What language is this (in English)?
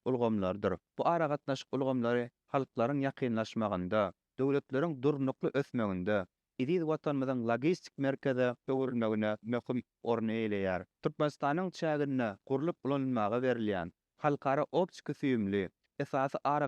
Turkmen